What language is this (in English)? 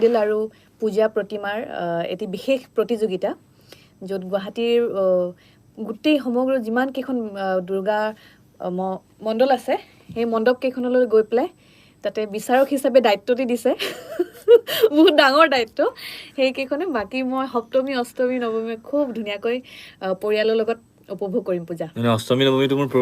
Assamese